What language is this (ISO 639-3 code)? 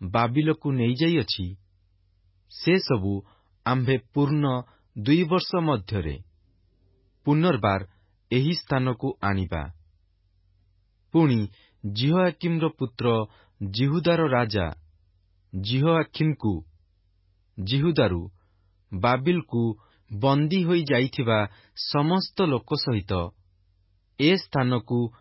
ori